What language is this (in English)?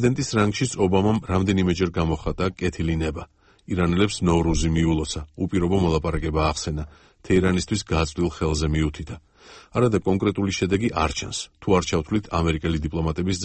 Georgian